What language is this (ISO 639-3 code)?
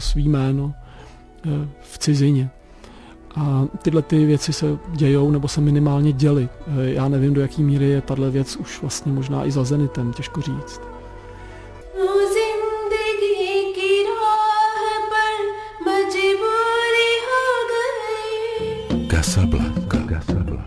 ces